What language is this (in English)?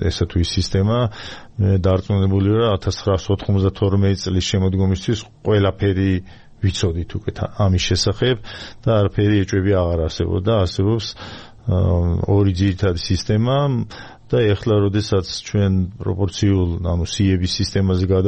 Georgian